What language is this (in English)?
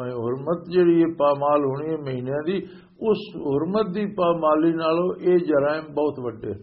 Western Panjabi